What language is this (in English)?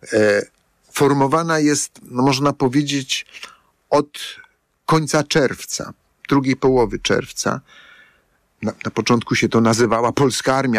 Polish